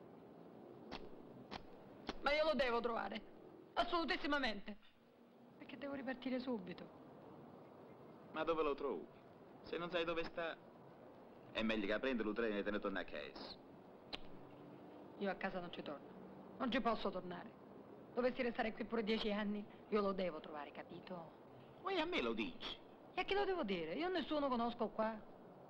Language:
Italian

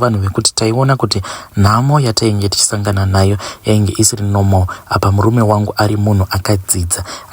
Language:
Shona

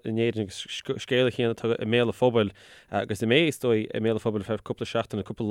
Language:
Irish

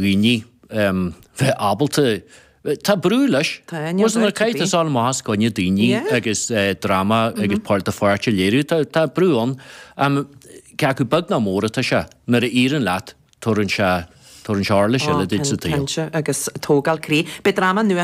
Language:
Irish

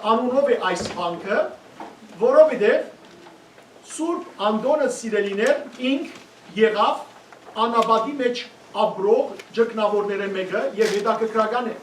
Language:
Western Armenian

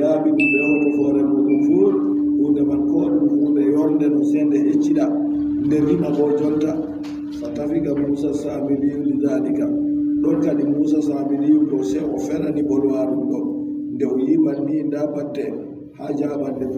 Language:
Adamawa Fulfulde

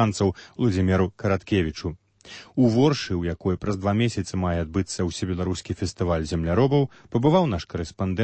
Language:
Belarusian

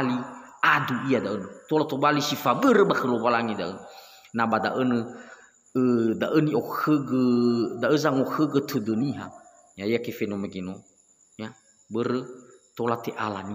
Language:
Nias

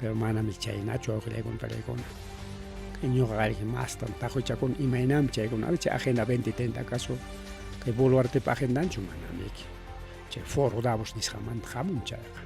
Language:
Ayacucho Quechua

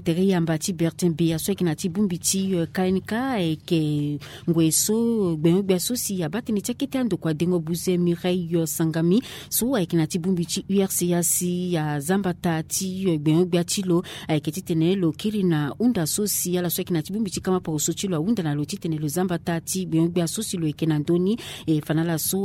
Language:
Sango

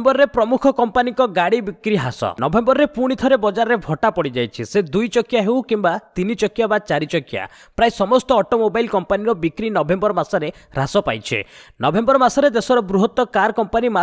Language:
Odia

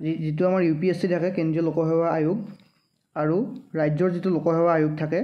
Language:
Assamese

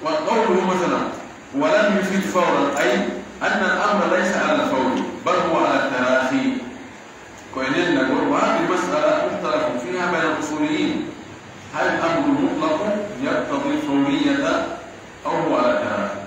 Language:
Pular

